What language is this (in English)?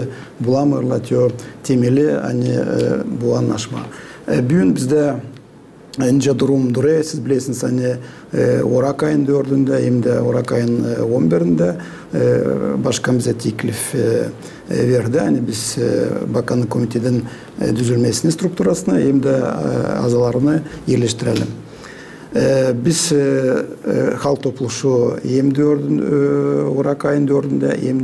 Gagauz